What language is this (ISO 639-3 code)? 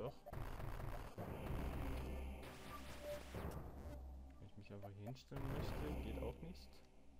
deu